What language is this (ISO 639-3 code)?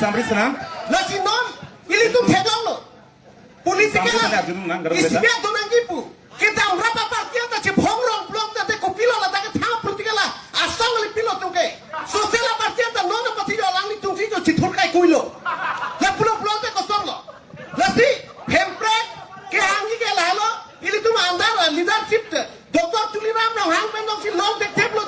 mjw